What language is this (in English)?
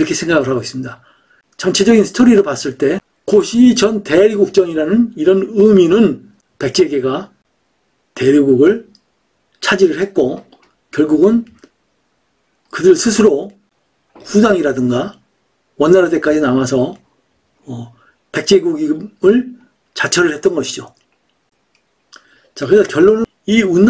Korean